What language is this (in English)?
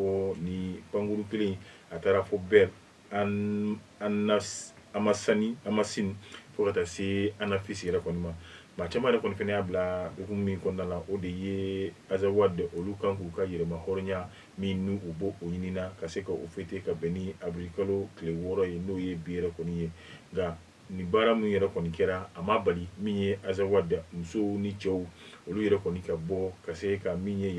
Bambara